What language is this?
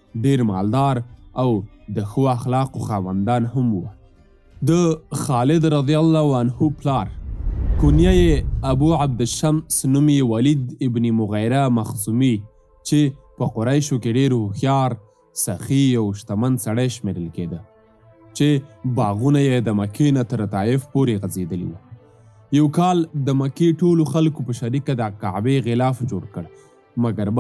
Pashto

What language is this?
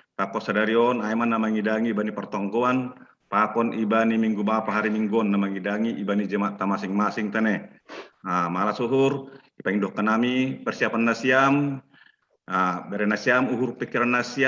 Batak Simalungun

